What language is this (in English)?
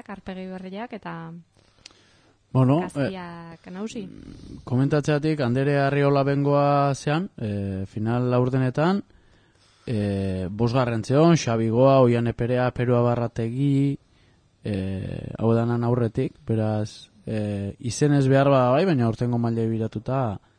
Basque